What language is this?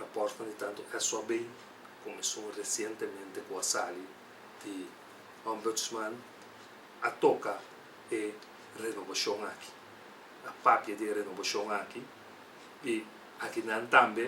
Papiamento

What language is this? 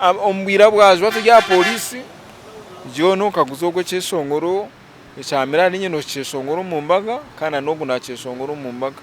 Nyankole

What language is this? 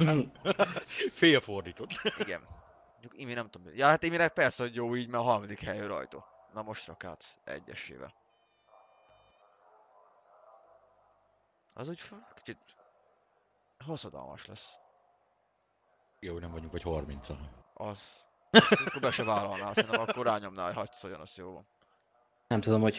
Hungarian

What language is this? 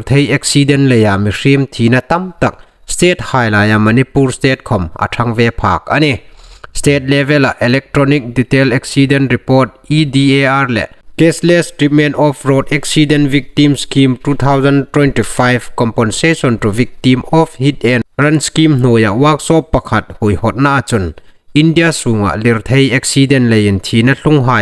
Hmar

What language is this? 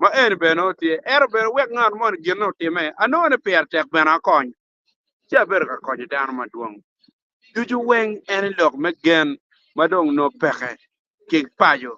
Acoli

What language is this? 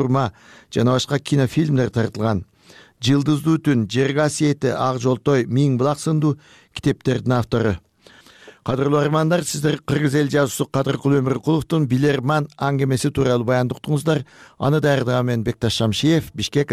Kyrgyz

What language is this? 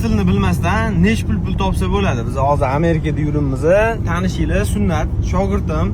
Uzbek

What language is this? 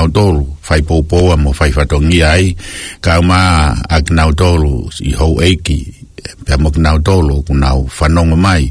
Tongan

